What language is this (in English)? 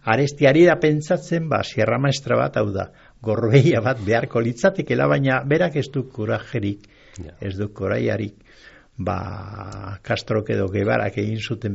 Basque